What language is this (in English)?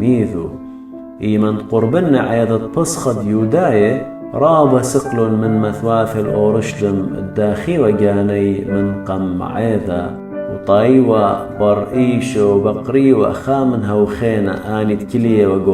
Assyrian Neo-Aramaic